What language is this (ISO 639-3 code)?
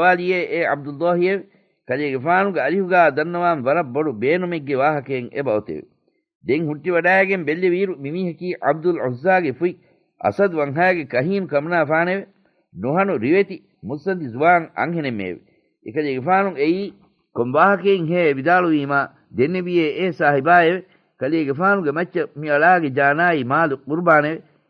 div